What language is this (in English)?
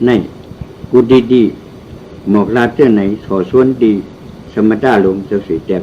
Shan